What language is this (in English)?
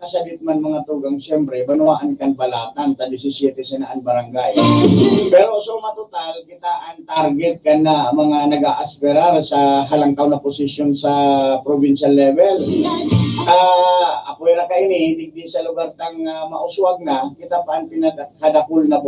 Bikol